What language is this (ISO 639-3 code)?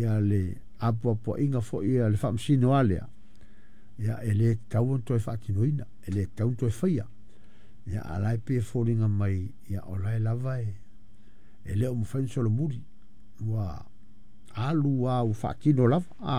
smo